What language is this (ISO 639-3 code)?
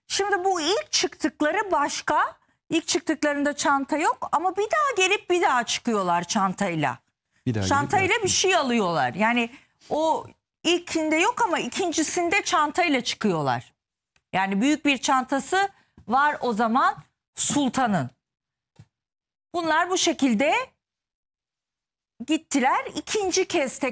tur